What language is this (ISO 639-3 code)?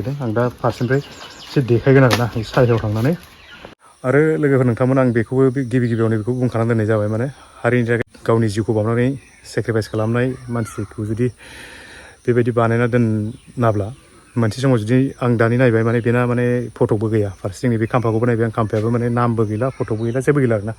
brx